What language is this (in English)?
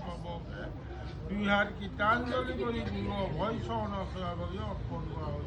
Assamese